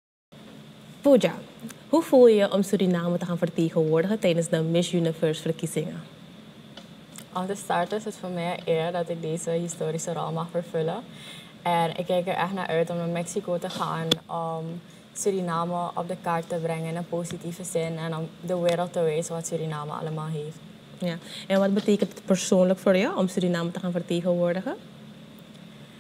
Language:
Dutch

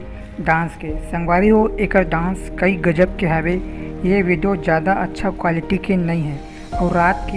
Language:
Chhattisgarhi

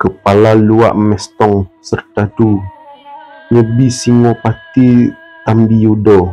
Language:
Minangkabau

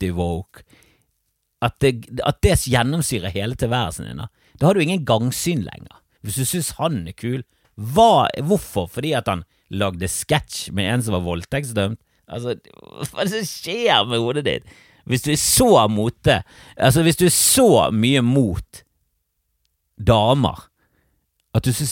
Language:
Norwegian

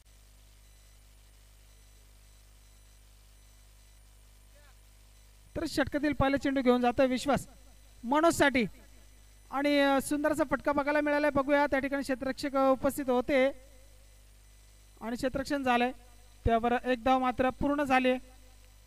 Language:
Marathi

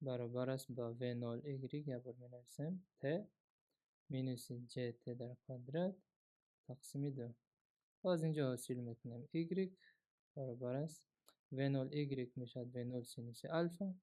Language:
Tajik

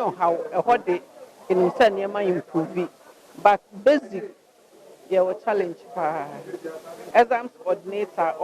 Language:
Akan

